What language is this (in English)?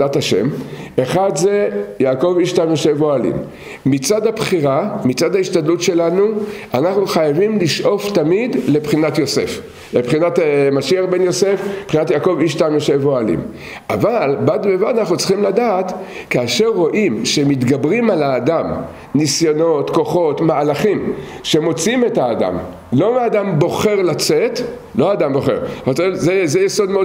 Hebrew